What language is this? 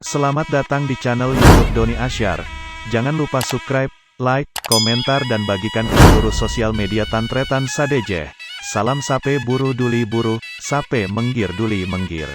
Madurese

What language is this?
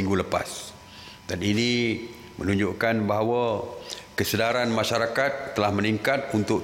Malay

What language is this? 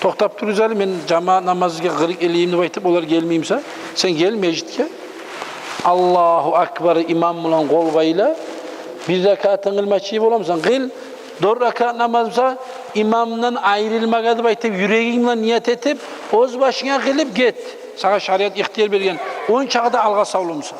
Kumyk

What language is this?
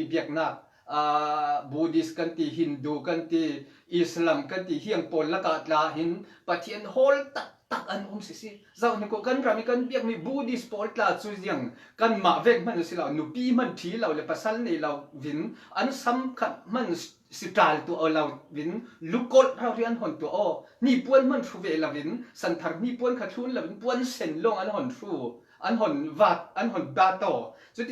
Falam Chin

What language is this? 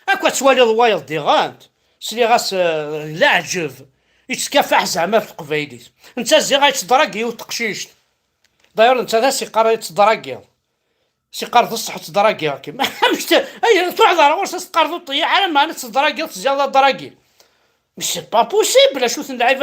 Kabyle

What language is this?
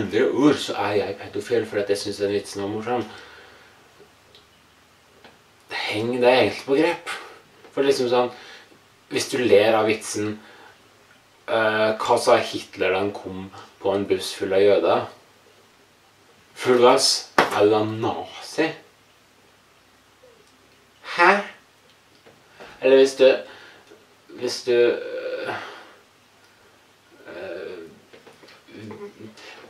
Norwegian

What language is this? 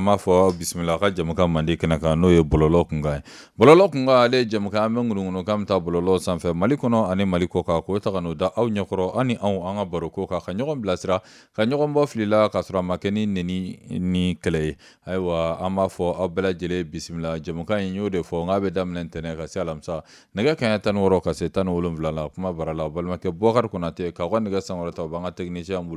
Bambara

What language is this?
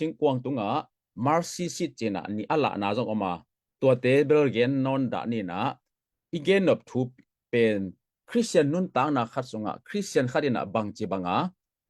Tedim Chin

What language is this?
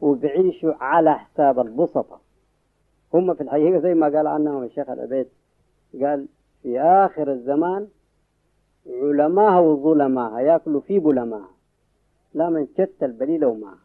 Egyptian Arabic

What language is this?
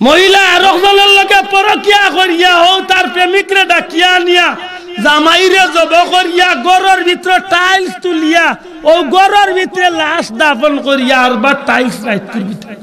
Sylheti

